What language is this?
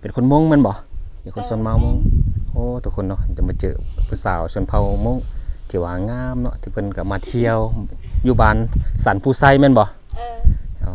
Lao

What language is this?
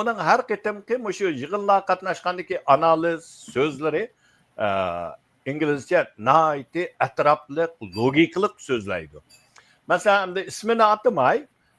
Uyghur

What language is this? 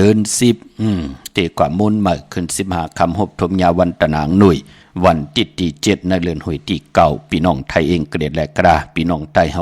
Shan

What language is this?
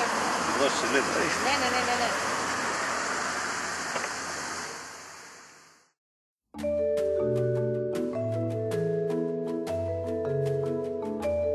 Greek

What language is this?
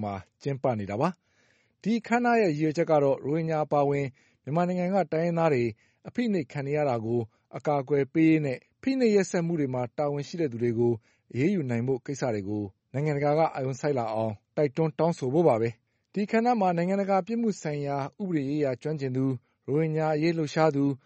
Burmese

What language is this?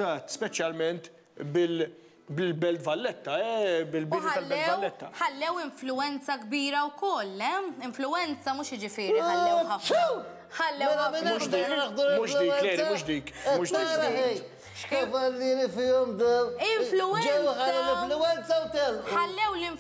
Maltese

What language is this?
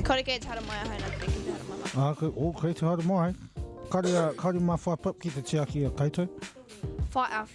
Māori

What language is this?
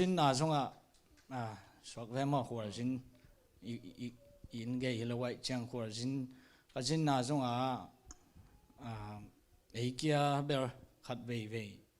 Tedim Chin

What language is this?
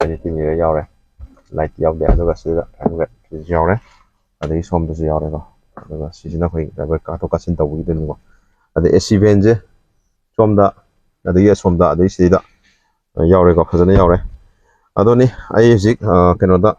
Manipuri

